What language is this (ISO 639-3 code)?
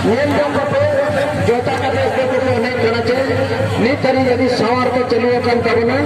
sat